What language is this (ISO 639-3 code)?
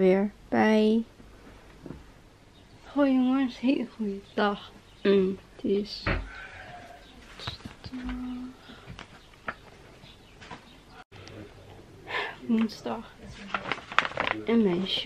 nld